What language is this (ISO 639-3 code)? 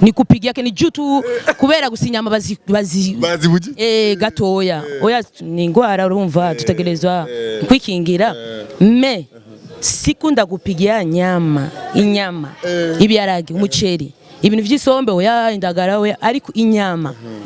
run